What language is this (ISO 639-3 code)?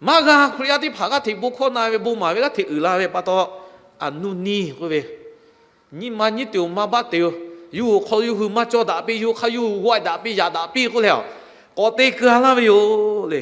lhu